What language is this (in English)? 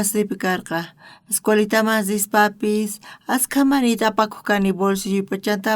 South Bolivian Quechua